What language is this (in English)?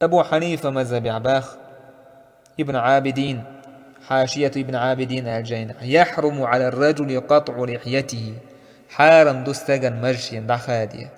Chechen